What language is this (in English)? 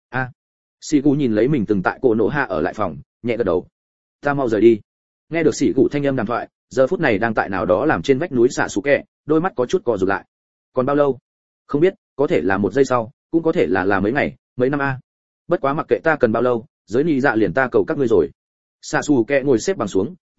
Vietnamese